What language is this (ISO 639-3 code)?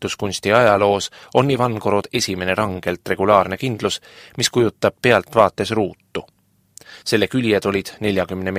est